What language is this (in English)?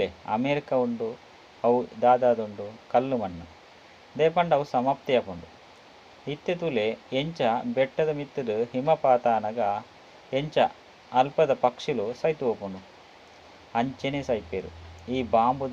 Tulu